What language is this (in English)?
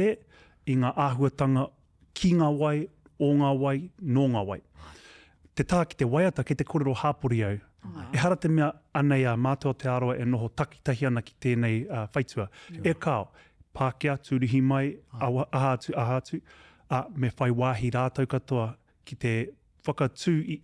Māori